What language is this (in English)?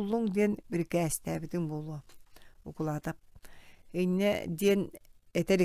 Yakut